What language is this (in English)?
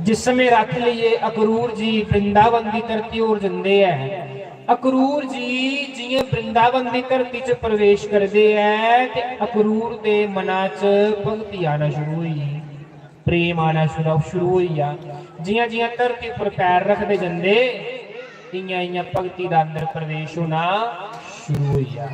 Dogri